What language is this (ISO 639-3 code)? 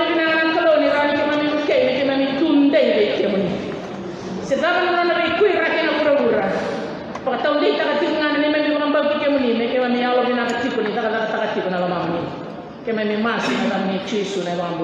fij